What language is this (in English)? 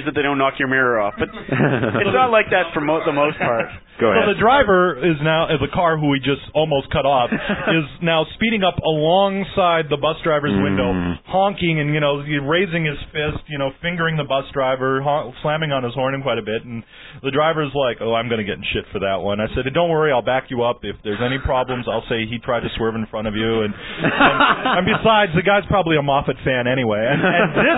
English